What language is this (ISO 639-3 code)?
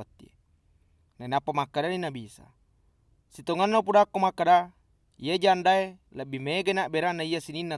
bug